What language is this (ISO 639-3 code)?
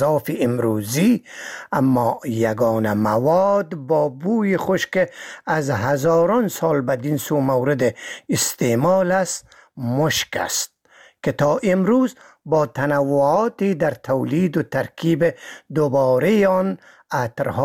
fas